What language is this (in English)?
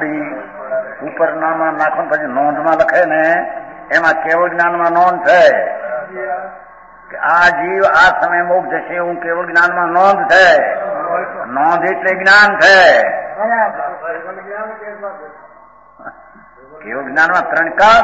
Gujarati